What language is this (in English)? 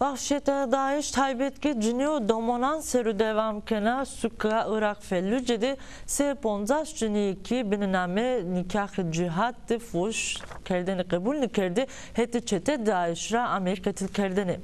Zaza